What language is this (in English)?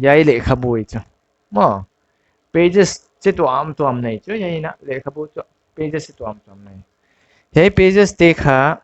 Paite Chin